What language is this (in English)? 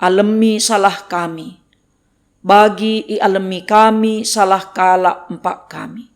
Batak Karo